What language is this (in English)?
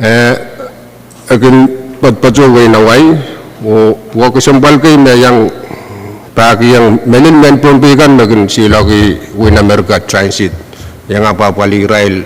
Pohnpeian